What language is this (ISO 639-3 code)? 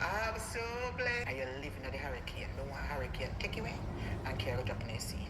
jam